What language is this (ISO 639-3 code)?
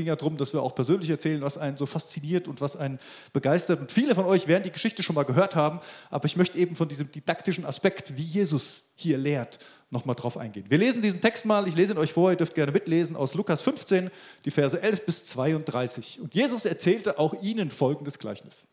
deu